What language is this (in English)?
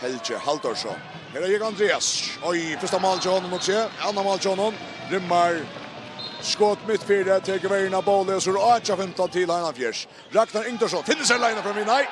Faroese